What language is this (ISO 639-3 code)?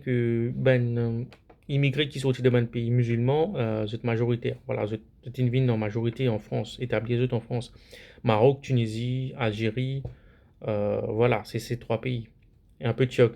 mfe